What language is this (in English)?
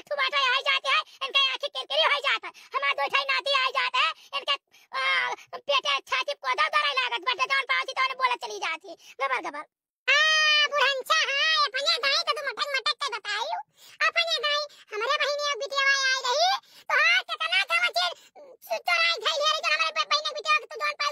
Awadhi